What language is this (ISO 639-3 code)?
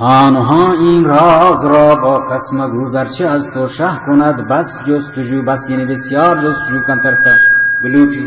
bal